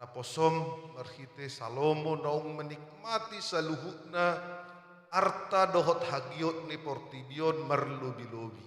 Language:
Batak Toba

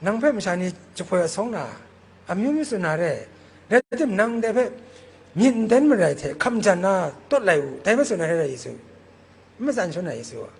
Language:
Kachin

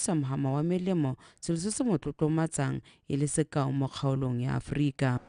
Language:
Tswana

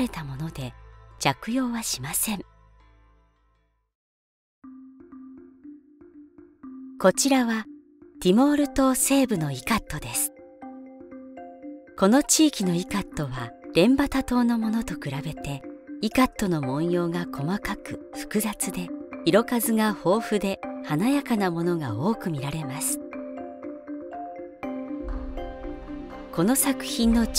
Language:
Japanese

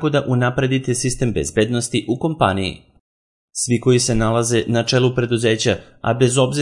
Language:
Serbian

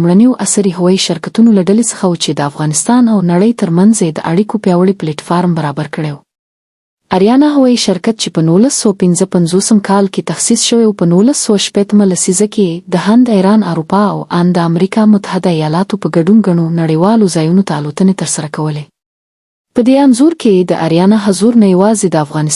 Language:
Pashto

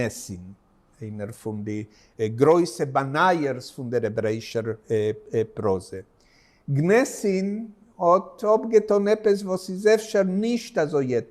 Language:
Yiddish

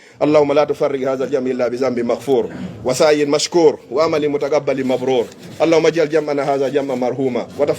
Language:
Fula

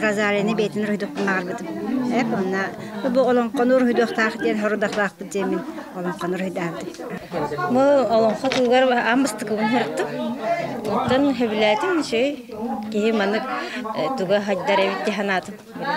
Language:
Yakut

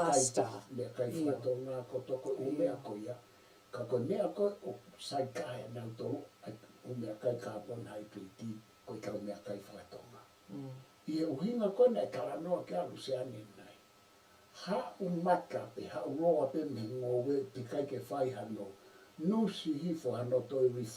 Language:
Tongan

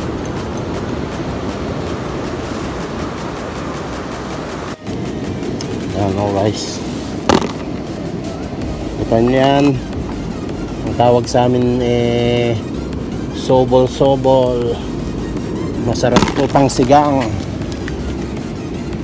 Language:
Filipino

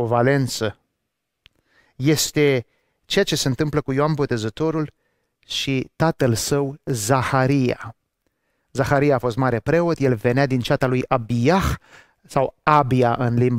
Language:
Romanian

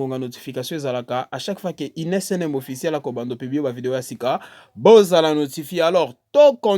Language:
Lingala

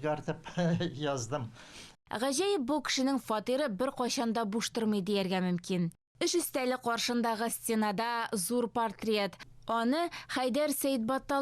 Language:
Tatar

